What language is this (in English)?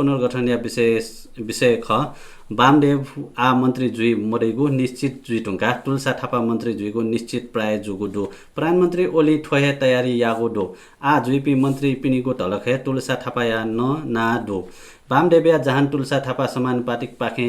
Newari